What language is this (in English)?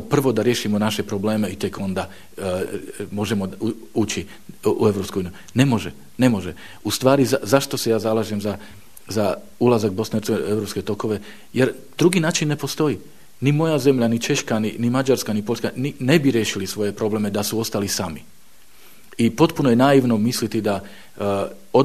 Bosnian